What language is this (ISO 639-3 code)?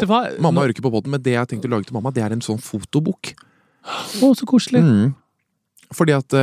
nor